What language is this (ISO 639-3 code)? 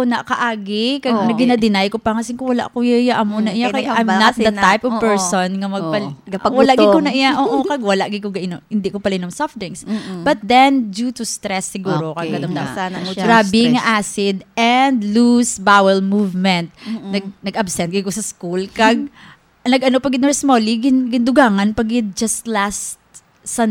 hil